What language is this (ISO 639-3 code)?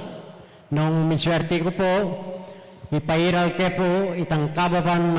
pam